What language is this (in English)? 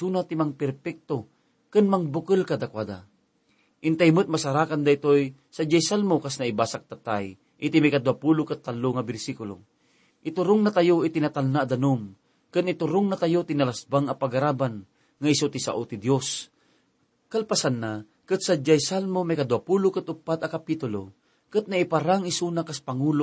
Iloko